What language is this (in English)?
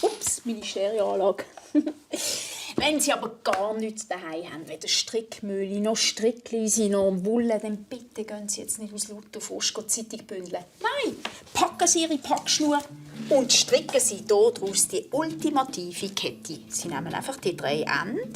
Swiss German